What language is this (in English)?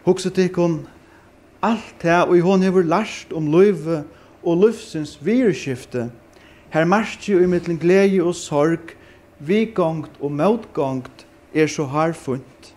Faroese